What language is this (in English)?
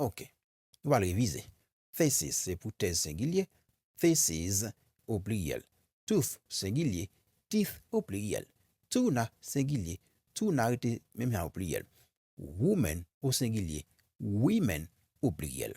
Haitian Creole